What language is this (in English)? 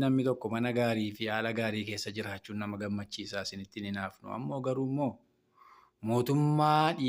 Oromo